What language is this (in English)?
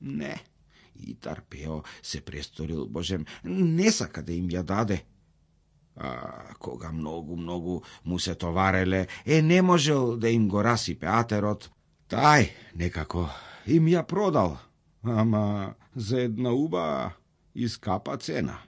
Macedonian